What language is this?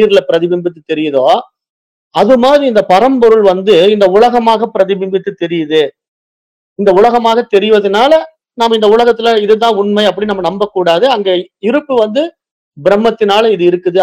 Tamil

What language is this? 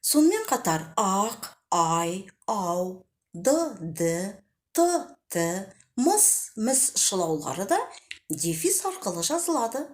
Kazakh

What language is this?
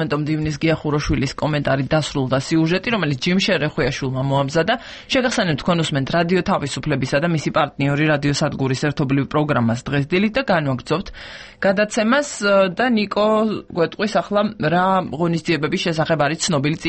Georgian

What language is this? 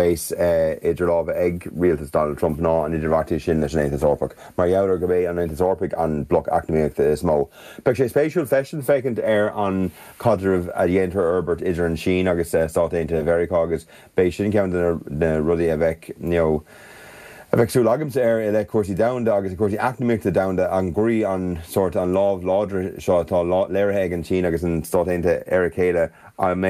Irish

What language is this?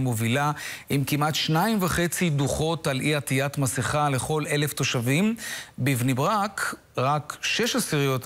Hebrew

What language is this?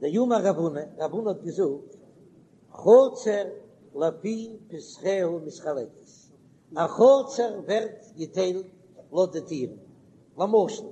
Yiddish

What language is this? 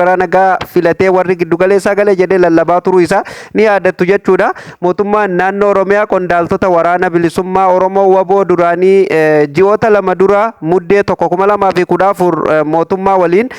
Oromo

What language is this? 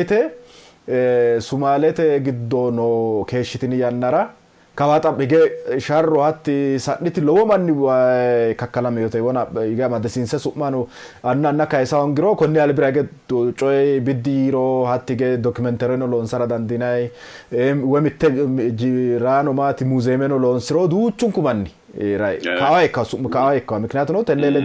Sidamo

